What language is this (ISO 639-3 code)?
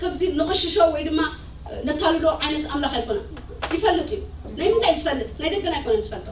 tir